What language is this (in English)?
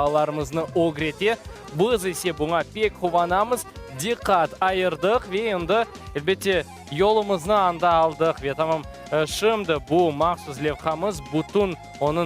Crimean Tatar